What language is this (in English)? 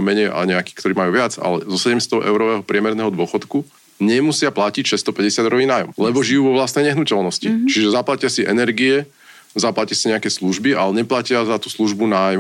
Slovak